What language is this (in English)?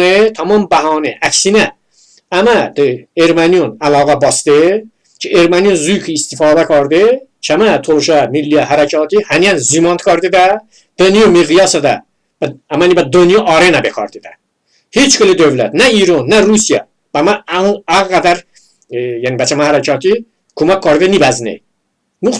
Talysh